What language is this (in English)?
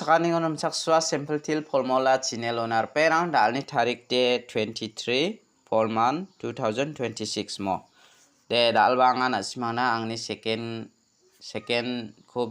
Garo